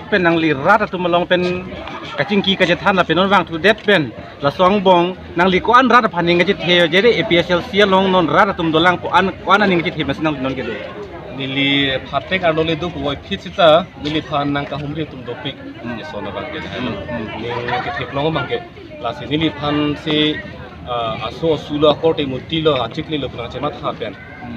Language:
Karbi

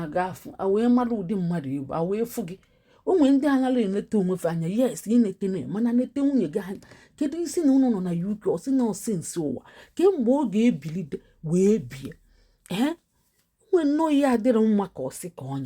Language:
Igbo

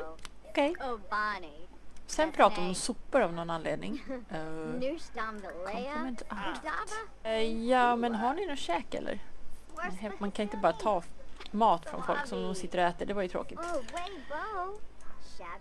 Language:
Swedish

